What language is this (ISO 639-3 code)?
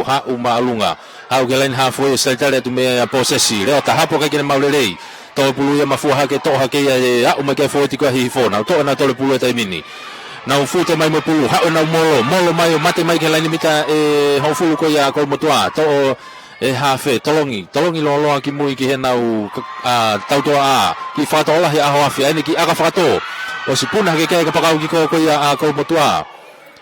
ton